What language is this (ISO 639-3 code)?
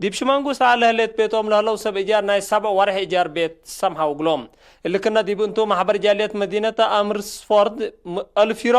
tig